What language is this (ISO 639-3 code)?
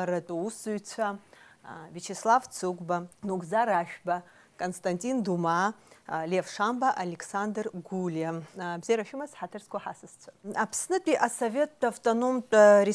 abk